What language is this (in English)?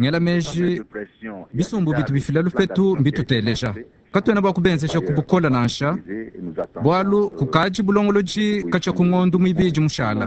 Luba-Lulua